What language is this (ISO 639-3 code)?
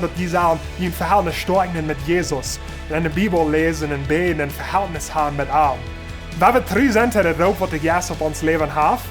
pdt